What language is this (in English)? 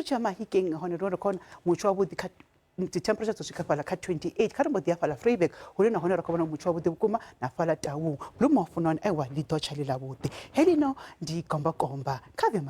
Venda